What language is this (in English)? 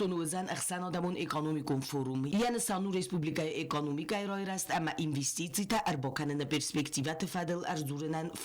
Ossetic